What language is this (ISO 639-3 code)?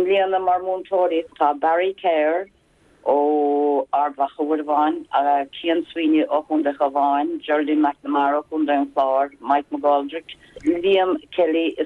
gle